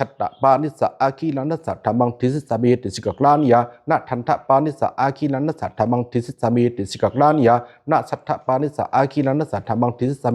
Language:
Pali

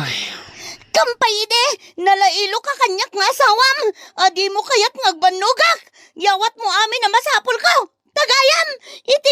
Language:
Iloko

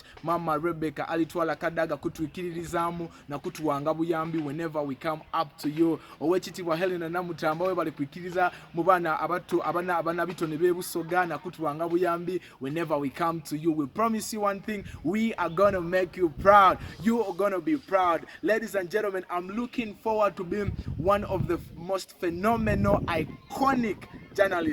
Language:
Soga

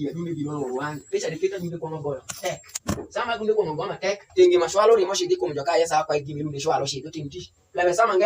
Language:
Alur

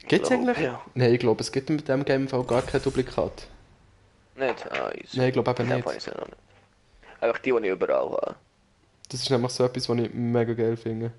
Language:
Swiss German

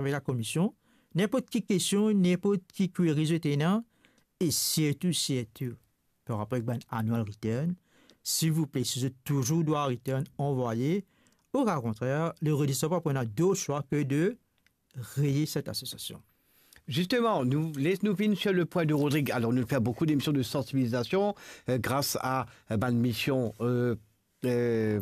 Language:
Morisyen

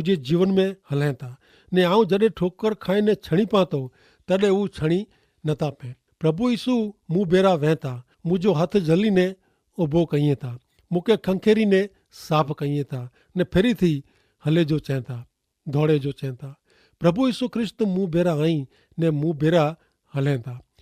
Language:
Kachhi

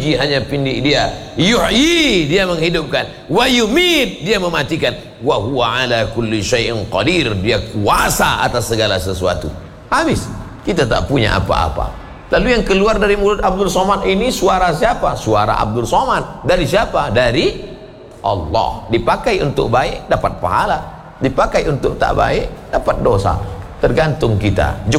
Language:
Indonesian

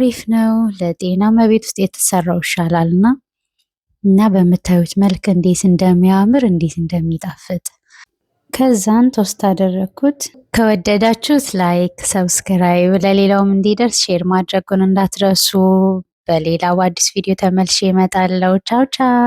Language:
Amharic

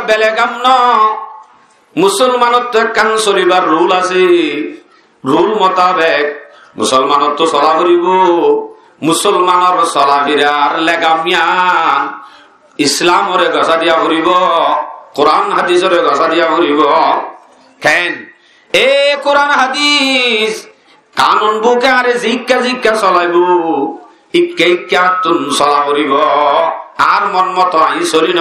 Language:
Rohingya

